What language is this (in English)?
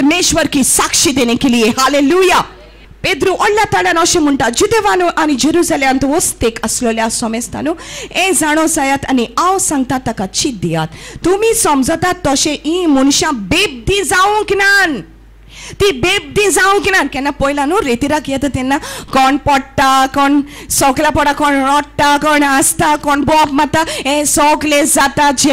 Konkani